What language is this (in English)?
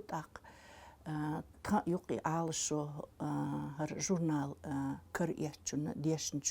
Chechen